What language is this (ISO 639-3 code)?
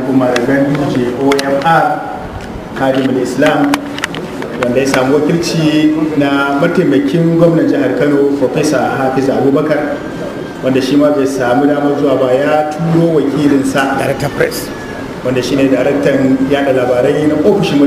hau